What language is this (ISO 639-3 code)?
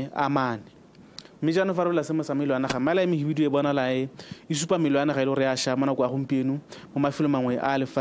tsn